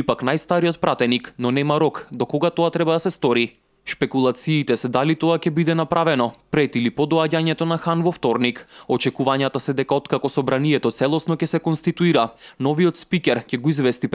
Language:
Macedonian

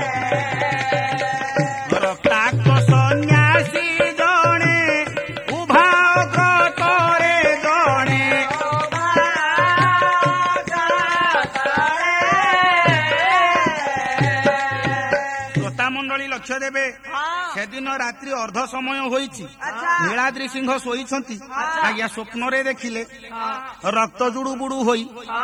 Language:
Odia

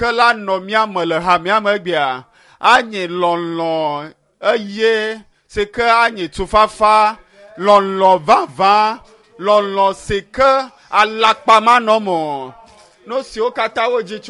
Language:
Ewe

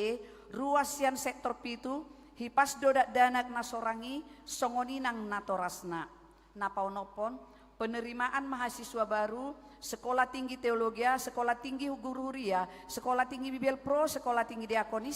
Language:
Batak Toba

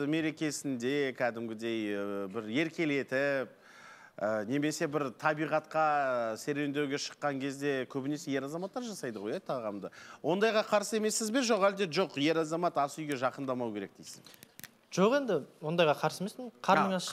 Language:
Kazakh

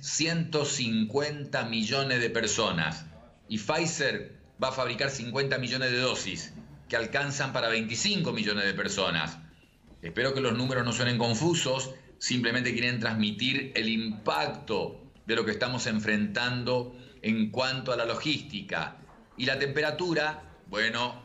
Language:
Spanish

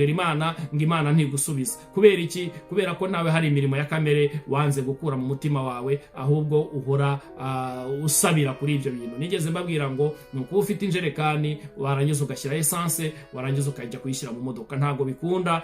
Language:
Kinyarwanda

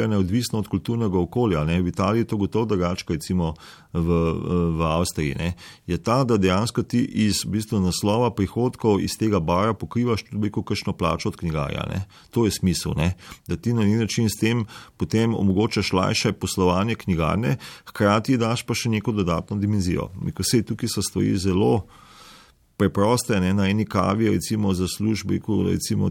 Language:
Slovenian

